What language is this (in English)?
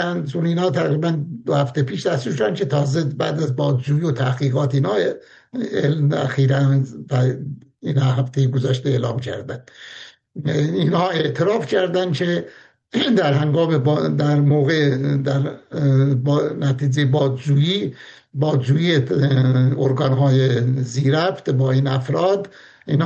Persian